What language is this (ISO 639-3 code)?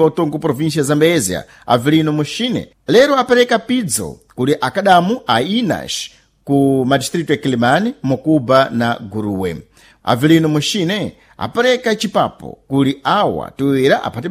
seh